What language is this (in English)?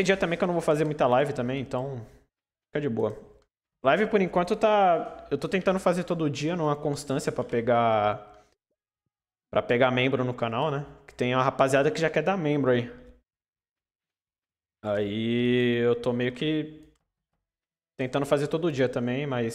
Portuguese